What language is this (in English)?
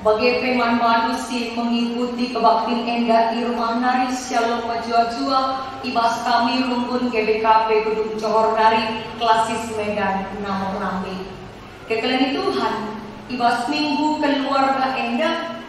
Batak Karo